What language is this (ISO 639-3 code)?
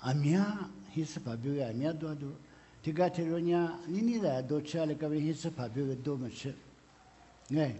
lis